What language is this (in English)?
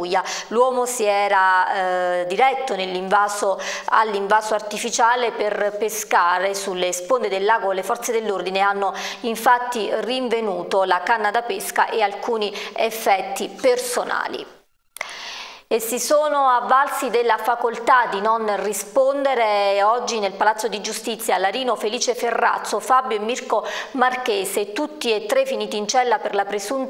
Italian